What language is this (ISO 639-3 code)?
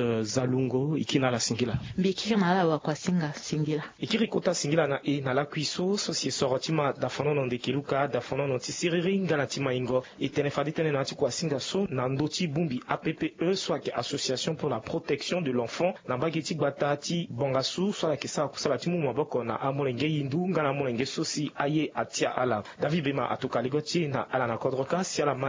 sag